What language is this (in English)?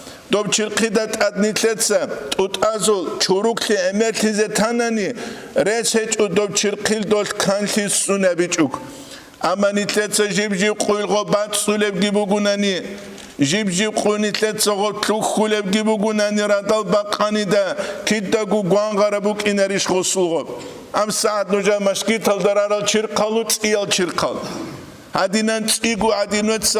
Avaric